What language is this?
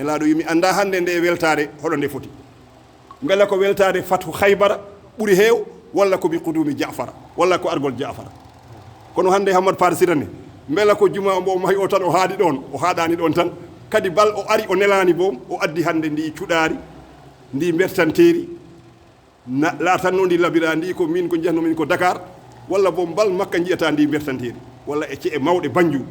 Fula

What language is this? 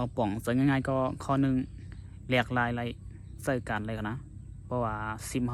Shan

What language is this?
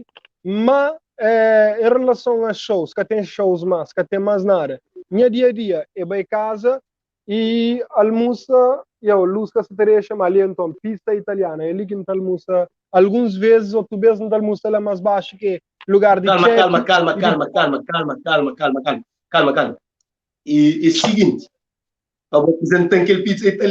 Kabuverdianu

